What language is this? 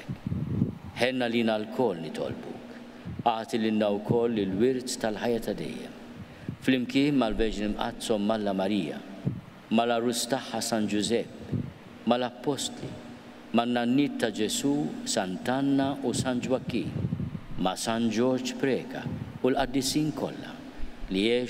Maltese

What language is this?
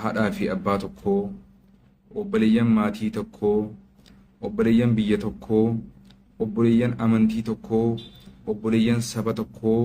Oromo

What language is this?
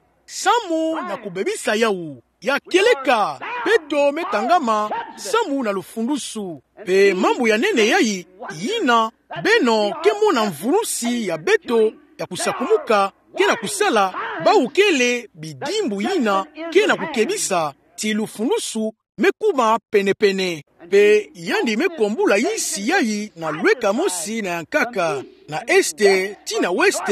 Kituba (Democratic Republic of Congo)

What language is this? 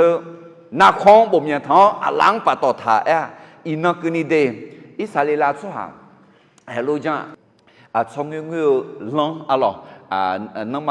Akha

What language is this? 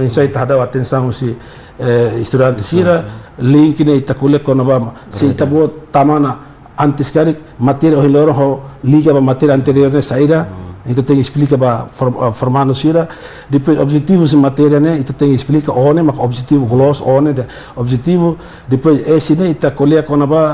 Tetum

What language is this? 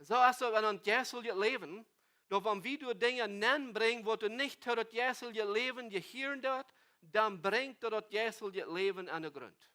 Plautdietsch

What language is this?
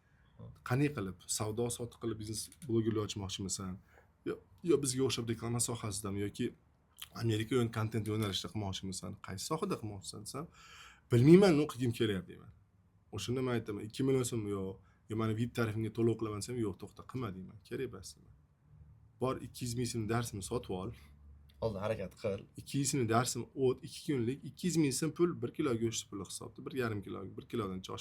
Uzbek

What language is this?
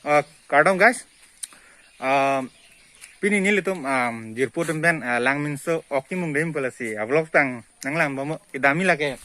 Karbi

